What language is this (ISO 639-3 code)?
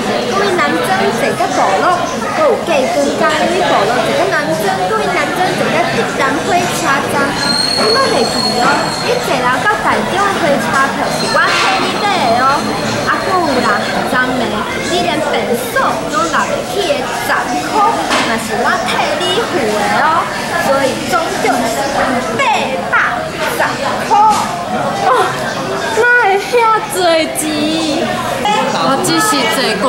nan